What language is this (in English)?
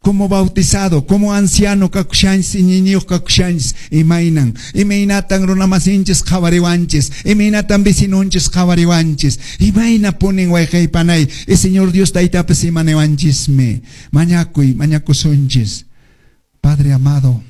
Quechua